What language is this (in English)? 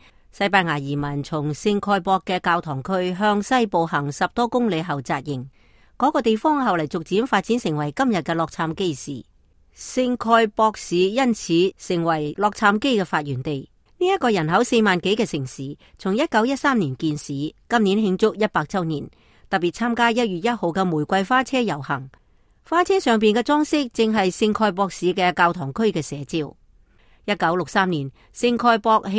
Cantonese